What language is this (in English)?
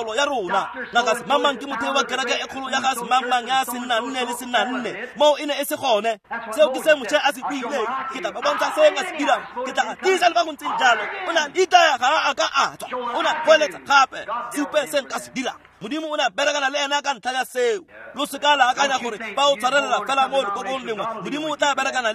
Tswana